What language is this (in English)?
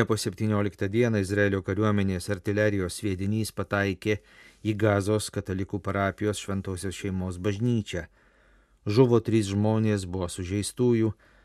Lithuanian